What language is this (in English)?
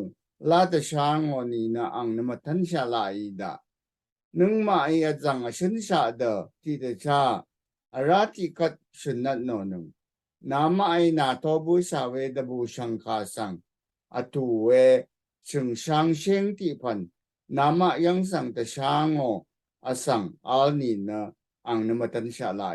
Rawang